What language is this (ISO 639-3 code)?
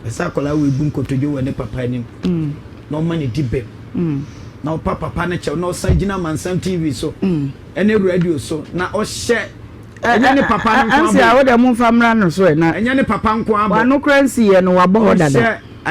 aka